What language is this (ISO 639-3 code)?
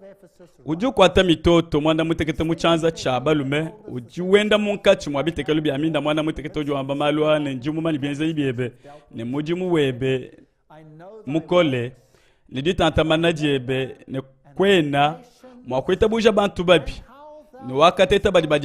lua